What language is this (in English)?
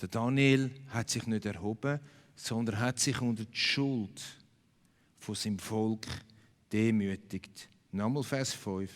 Swiss German